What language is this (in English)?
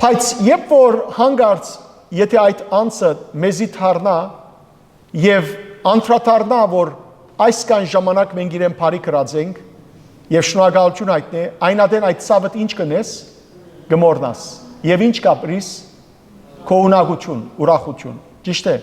Western Armenian